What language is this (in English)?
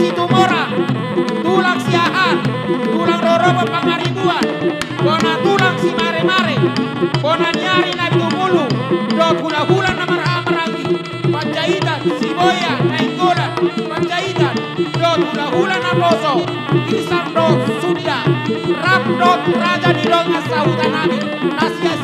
Batak Toba